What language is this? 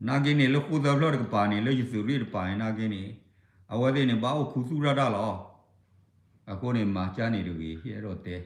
S'gaw Karen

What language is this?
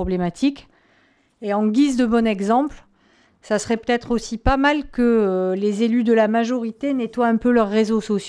French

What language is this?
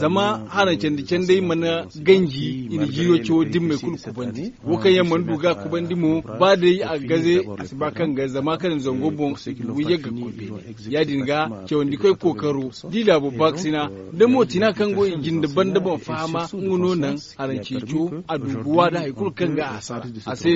Zarma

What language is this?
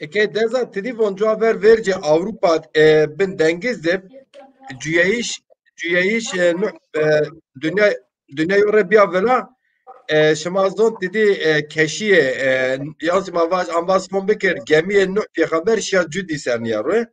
Zaza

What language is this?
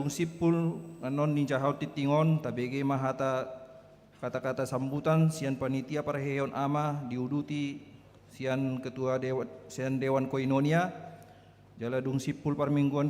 Batak Toba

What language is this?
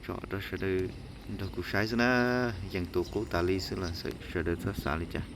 Hmong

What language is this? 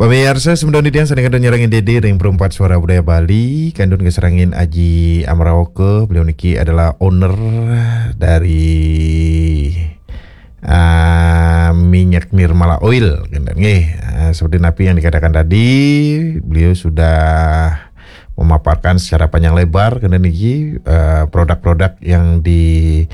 Balinese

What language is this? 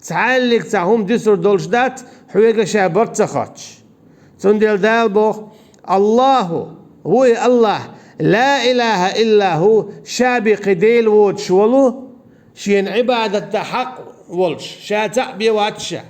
Chechen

